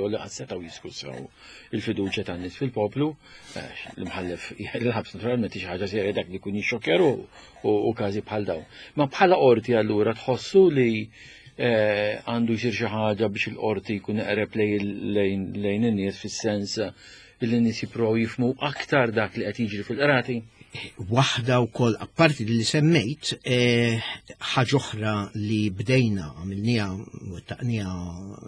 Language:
Maltese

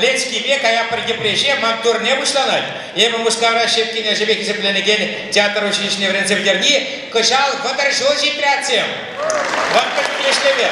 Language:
Chuvash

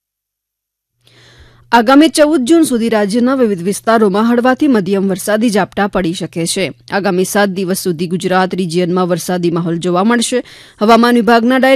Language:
Gujarati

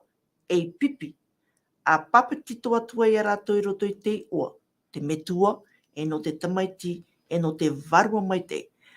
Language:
Tahitian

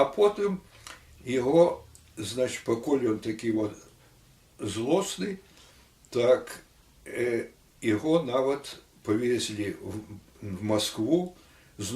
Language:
Belarusian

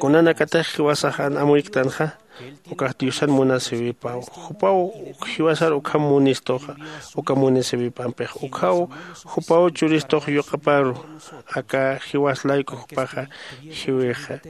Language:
Aymara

